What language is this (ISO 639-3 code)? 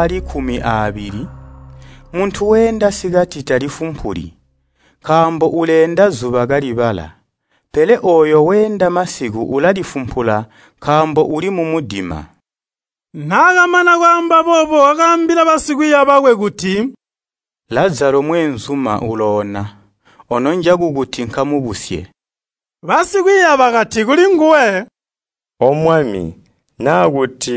toi